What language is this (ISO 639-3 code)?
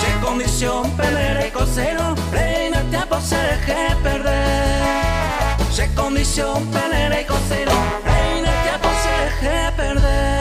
grn